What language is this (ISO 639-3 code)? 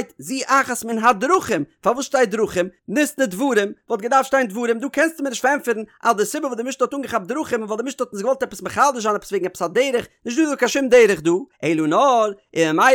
yid